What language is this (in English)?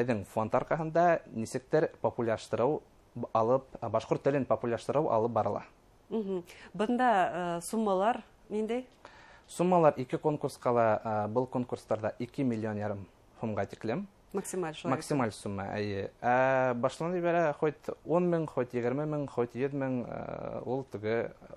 Bashkir